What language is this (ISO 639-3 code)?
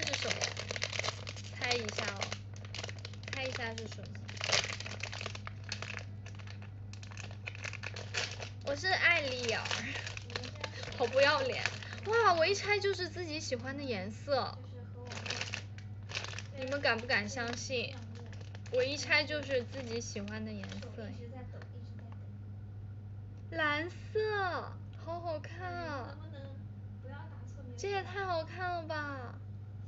zho